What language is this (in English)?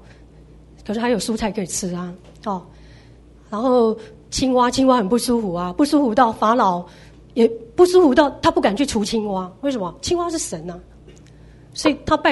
Chinese